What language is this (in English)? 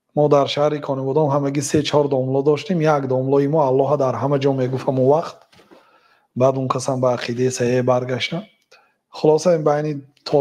Tajik